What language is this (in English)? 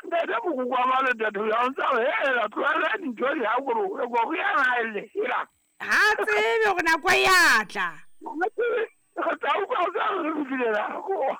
Southern Sotho